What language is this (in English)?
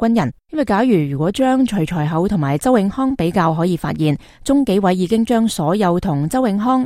Cantonese